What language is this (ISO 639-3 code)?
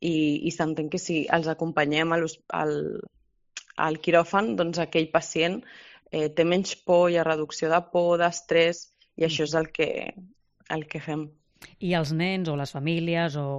cat